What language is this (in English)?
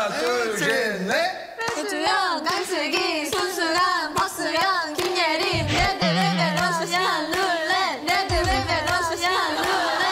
Korean